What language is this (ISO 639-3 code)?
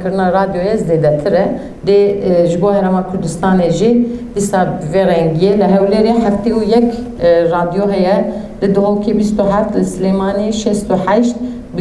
kur